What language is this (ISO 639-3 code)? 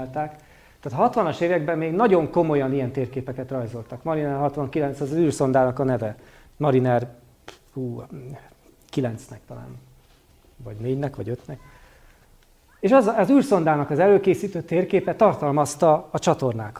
hun